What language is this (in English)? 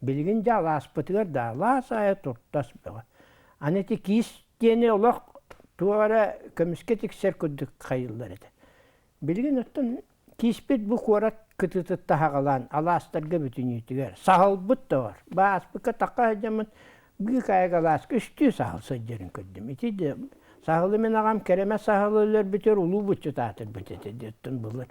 Yakut